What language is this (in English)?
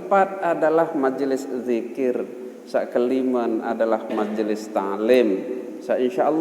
Sasak